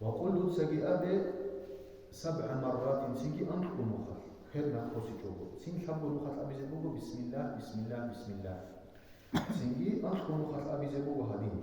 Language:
Avaric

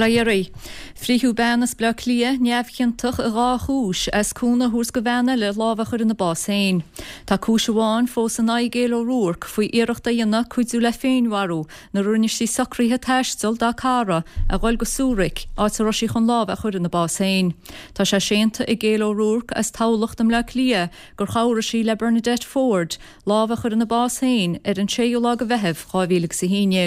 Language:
Irish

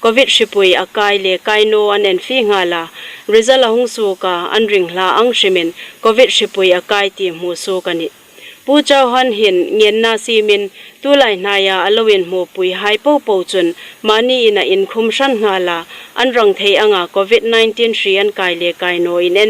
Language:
Hmar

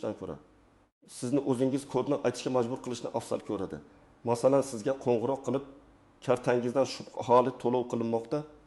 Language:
Uzbek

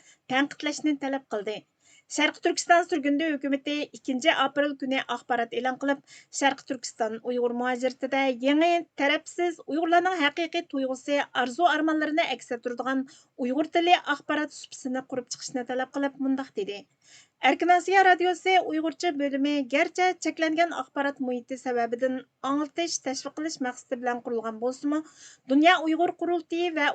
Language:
Uyghur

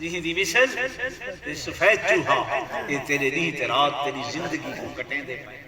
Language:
Saraiki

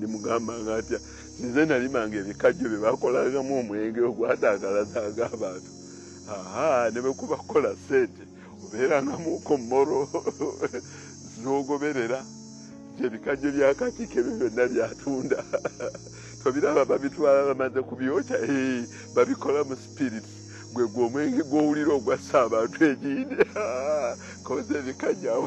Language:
Ganda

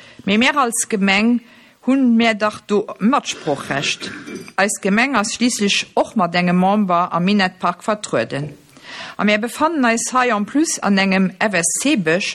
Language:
Luxembourgish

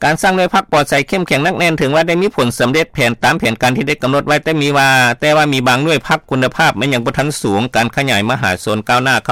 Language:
Lao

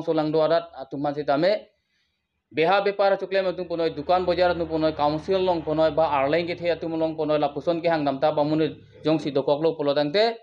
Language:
Karbi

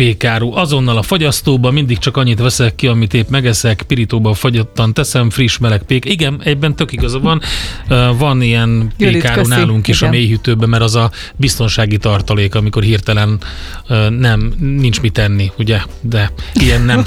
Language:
Hungarian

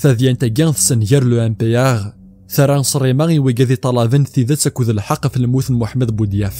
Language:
Kabyle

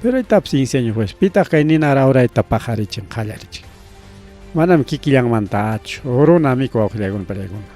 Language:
Ayacucho Quechua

